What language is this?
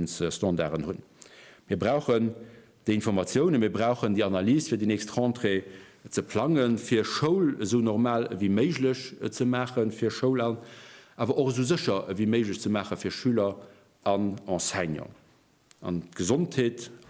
Luxembourgish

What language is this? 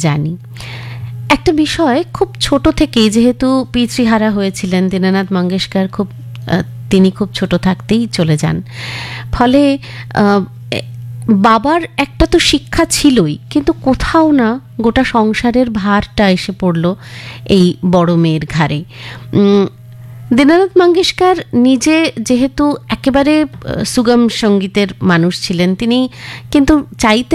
Bangla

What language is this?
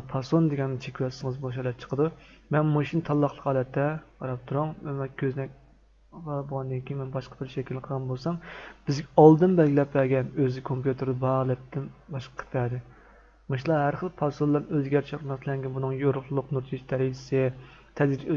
Uyghur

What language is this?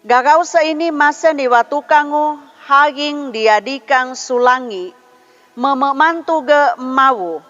Sangir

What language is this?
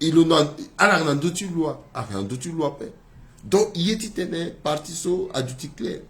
Sango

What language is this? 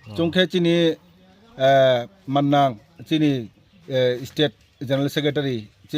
Riang (India)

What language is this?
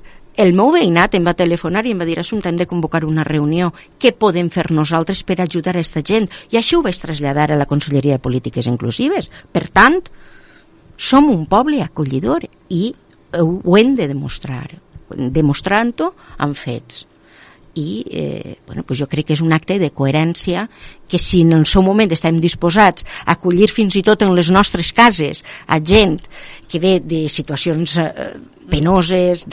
Catalan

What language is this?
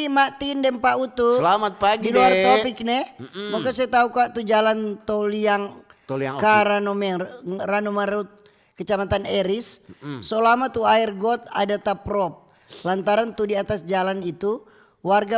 Manado Malay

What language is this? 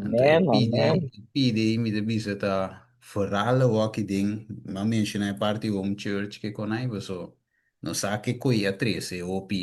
Papiamento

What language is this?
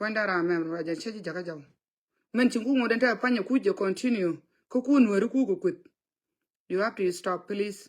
Nuer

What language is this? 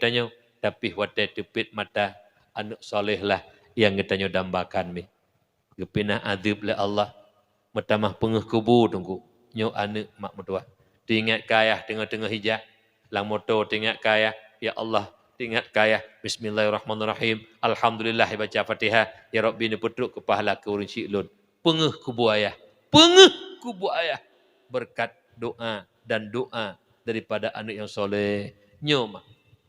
Achinese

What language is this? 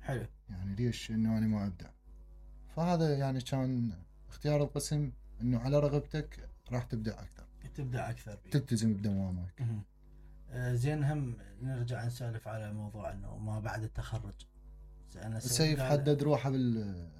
Mesopotamian Arabic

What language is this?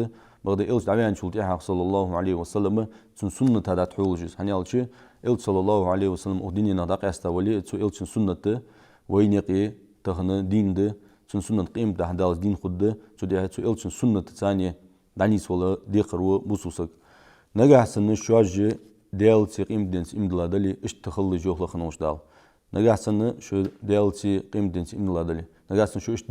Ingush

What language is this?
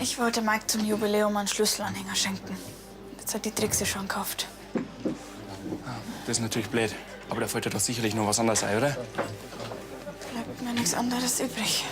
Bavarian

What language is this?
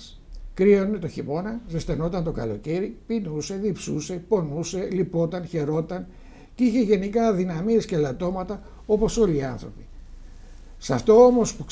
Greek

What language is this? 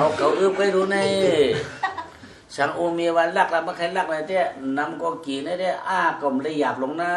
Shan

